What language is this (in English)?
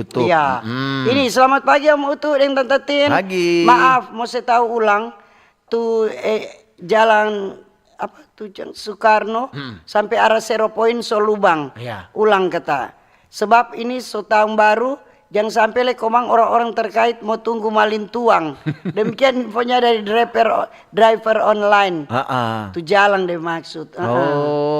Manado Malay